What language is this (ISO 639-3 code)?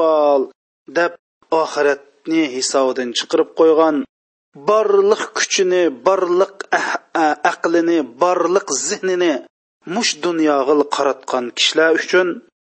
uig